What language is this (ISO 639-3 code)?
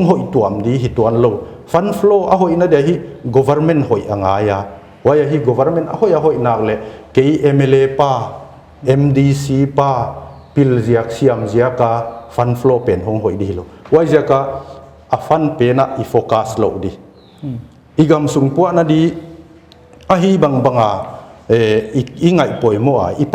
pck